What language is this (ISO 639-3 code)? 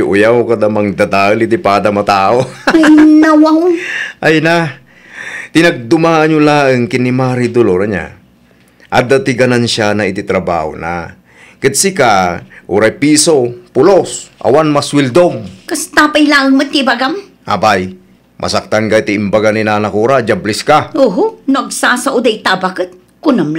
ilo